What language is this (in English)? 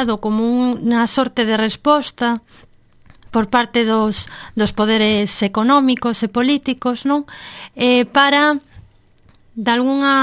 Galician